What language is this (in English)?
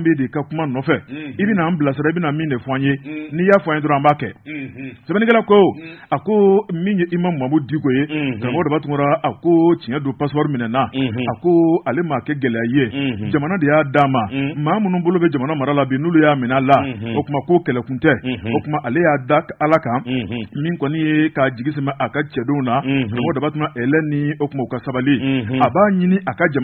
Bambara